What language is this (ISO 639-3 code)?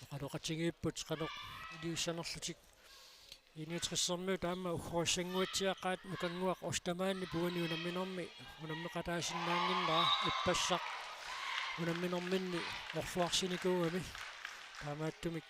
kal